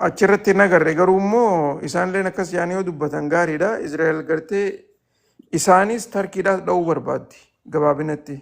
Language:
Oromo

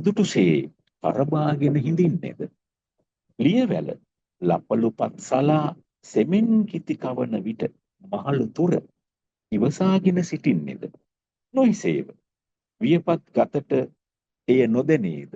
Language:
Sinhala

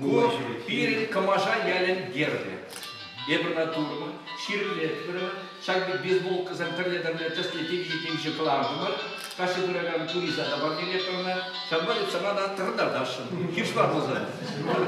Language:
Chuvash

